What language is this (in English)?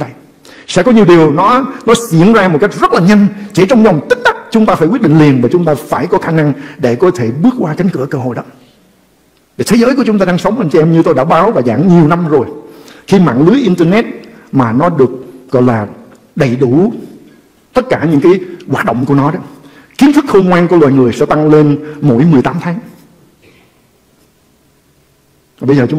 Vietnamese